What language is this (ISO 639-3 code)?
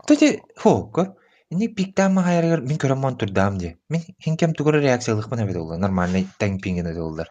sah